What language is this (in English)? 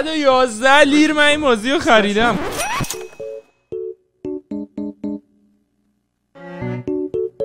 Persian